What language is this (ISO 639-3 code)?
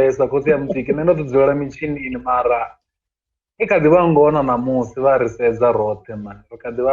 ven